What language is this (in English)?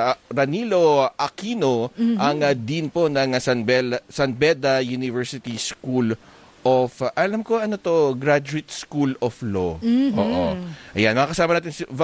Filipino